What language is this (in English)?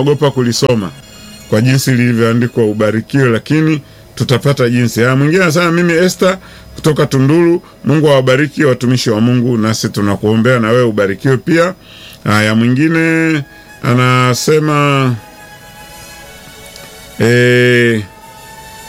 Swahili